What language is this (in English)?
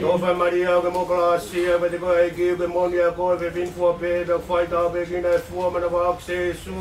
Tongan